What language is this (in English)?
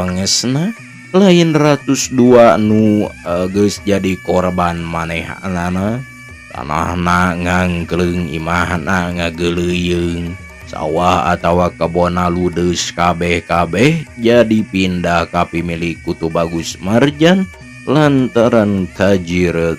Sundanese